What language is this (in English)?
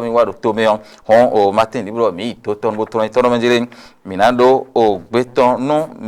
Fon